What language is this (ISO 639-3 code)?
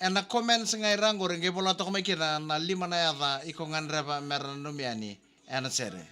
fij